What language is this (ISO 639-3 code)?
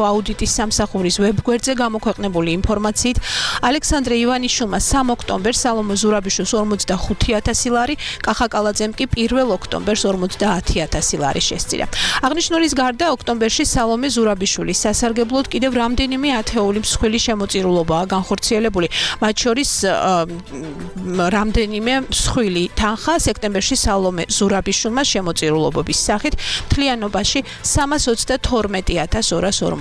kat